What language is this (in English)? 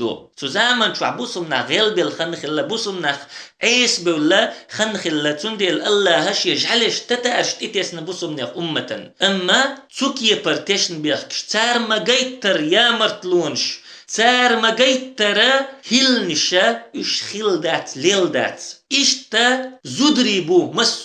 Chechen